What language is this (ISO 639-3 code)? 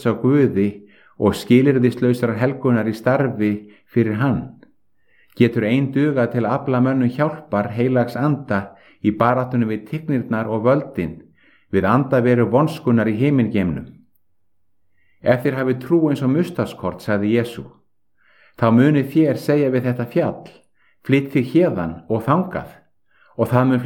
isl